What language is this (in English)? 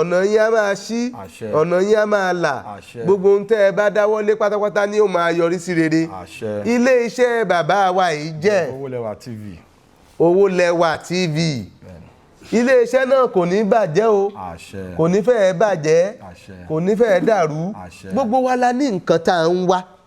Yoruba